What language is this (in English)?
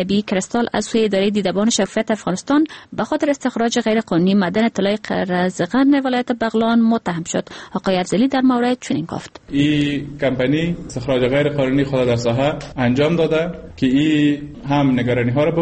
Persian